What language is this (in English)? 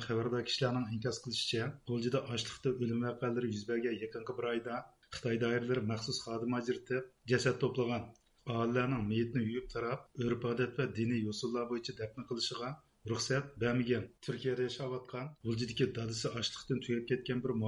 Uyghur